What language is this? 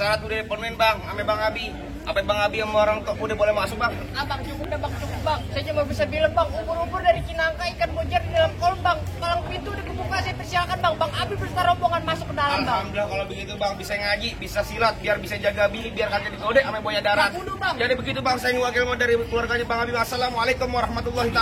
Betawi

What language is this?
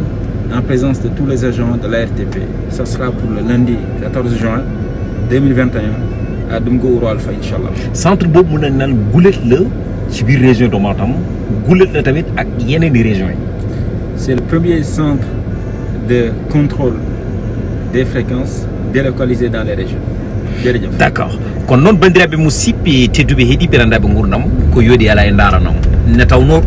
Fula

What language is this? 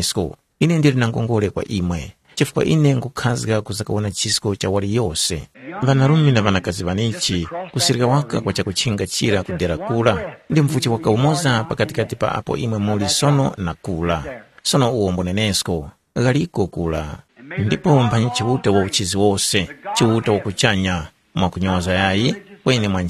Tumbuka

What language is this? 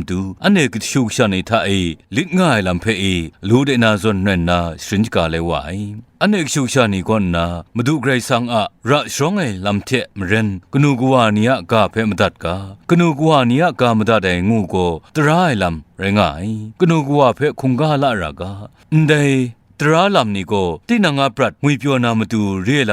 Kachin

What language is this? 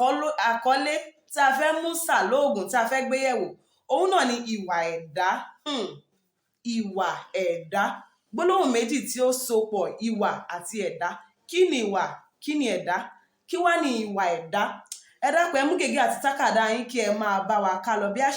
Yoruba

